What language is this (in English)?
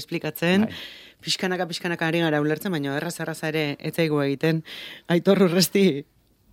Basque